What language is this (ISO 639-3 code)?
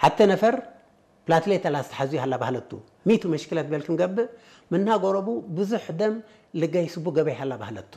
tig